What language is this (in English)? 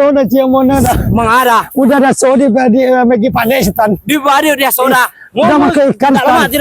Minangkabau